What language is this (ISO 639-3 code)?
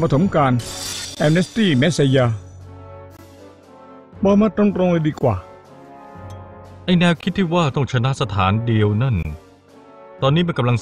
tha